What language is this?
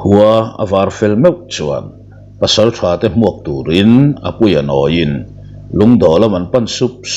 Mizo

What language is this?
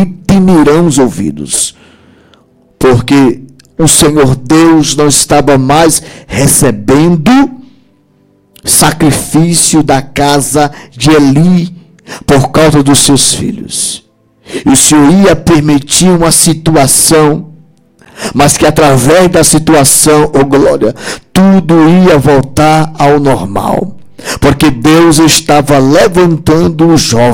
Portuguese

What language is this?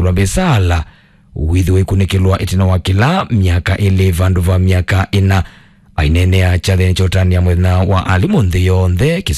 Kamba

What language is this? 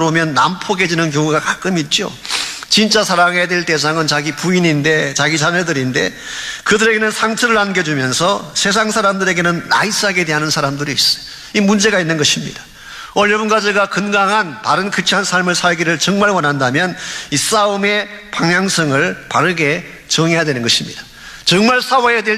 Korean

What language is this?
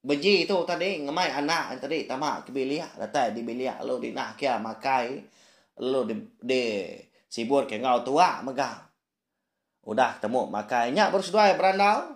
Iban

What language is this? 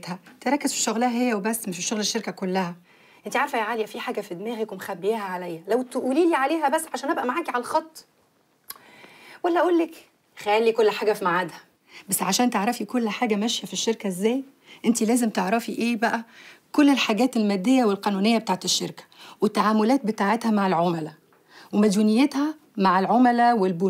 Egyptian Arabic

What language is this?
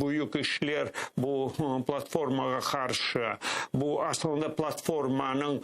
Crimean Tatar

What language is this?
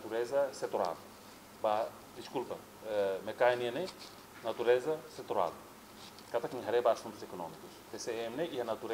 Tetum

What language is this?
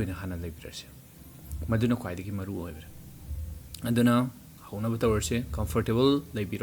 Manipuri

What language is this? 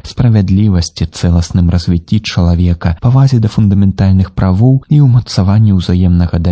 Belarusian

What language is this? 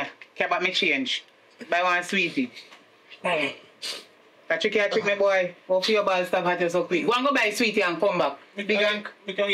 Jamaican Creole English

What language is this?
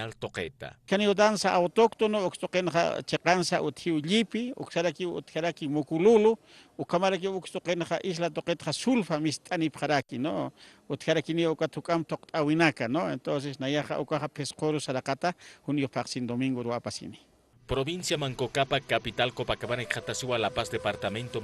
Aymara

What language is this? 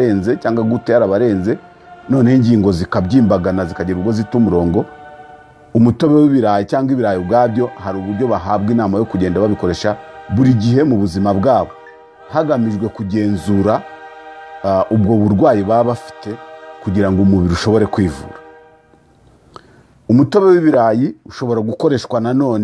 Kinyarwanda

